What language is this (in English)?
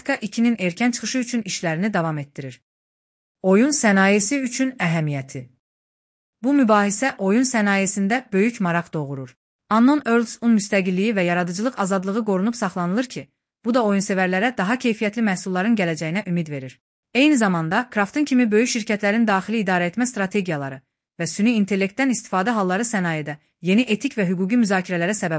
Azerbaijani